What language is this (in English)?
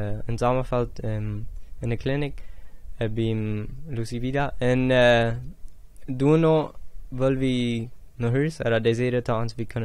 Plautdietsch